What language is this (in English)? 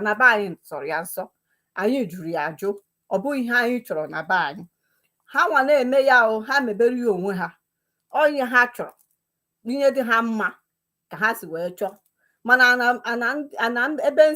Igbo